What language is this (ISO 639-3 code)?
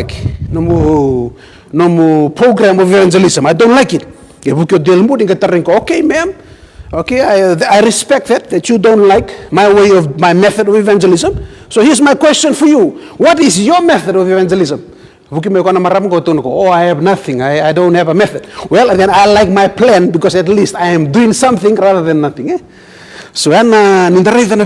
fij